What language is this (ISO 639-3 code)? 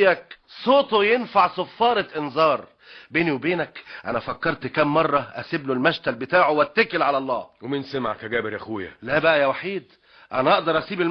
arz